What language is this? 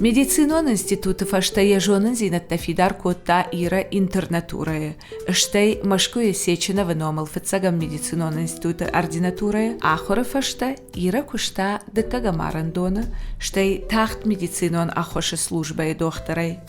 Ossetic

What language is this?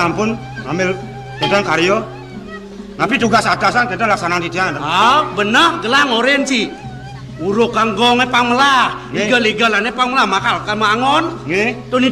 Balinese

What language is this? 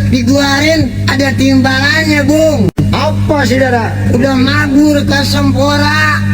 Betawi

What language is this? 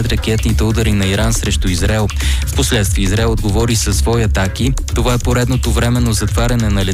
Bulgarian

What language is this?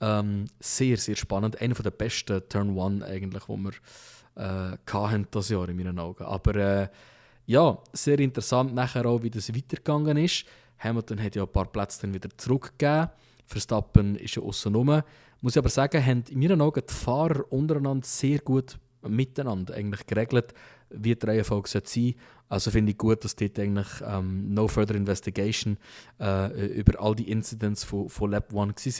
Swiss German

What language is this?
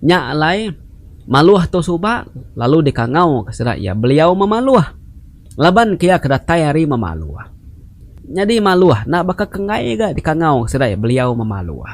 Iban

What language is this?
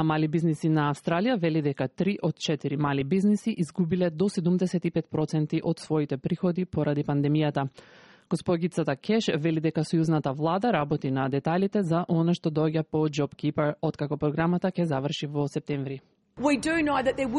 Macedonian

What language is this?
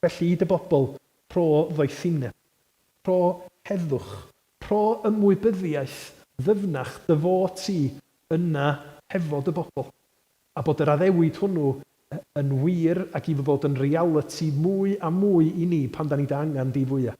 Welsh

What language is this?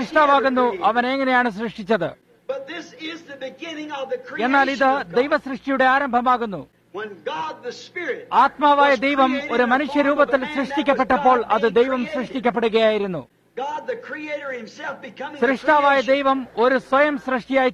Malayalam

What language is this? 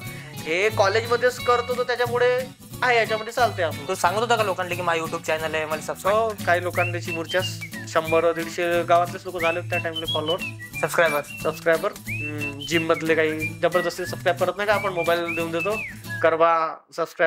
Marathi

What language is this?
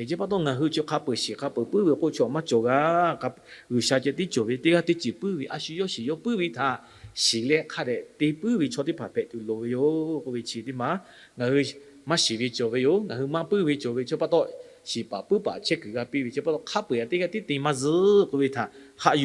Lahu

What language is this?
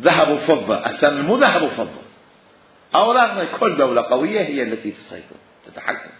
Mesopotamian Arabic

